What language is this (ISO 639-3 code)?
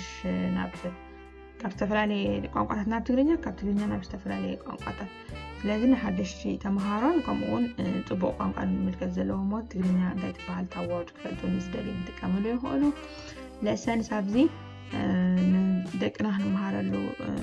tir